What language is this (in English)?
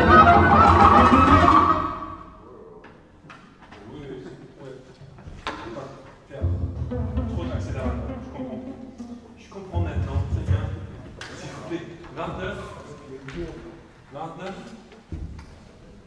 French